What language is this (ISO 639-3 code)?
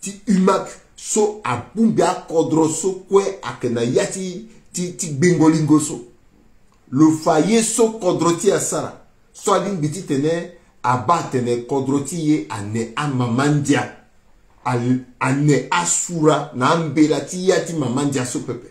sag